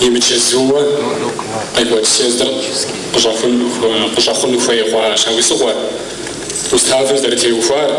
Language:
Kabardian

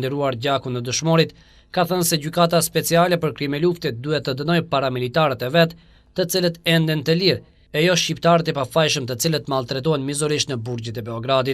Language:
Albanian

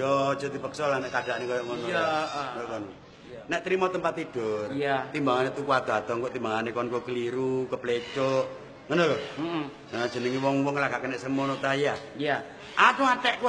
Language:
Javanese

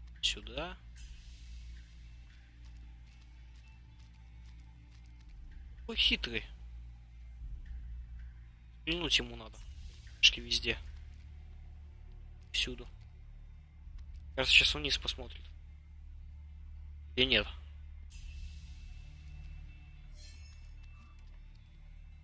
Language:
Russian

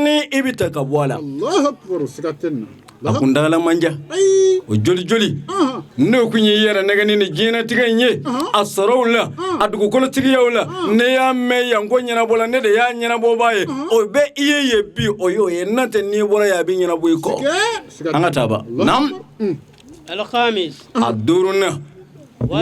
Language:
Bambara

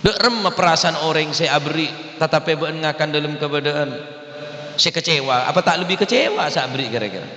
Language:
Madurese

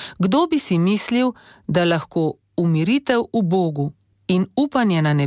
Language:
Slovenian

